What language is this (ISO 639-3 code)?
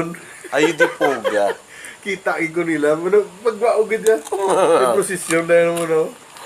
hil